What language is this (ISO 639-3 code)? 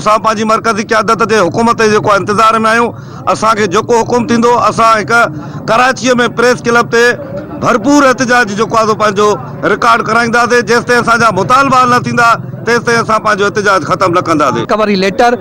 snd